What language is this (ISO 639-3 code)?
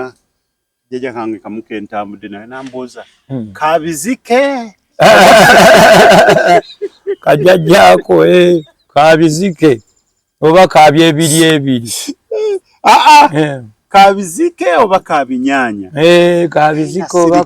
lug